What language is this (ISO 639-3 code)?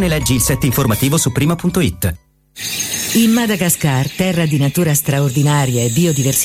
ita